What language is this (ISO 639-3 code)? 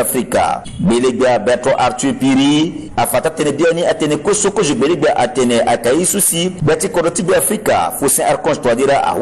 sag